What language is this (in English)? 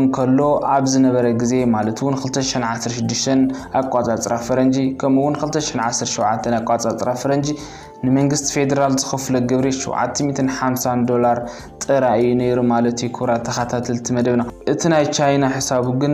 Tigrinya